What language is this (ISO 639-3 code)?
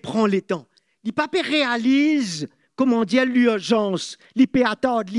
mfe